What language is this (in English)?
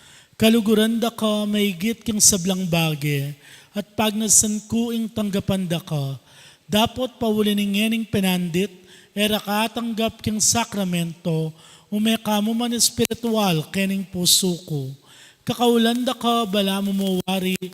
Pampanga